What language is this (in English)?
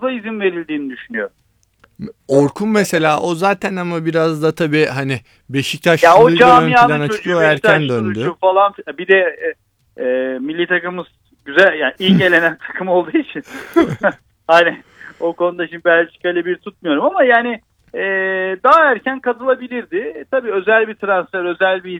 Turkish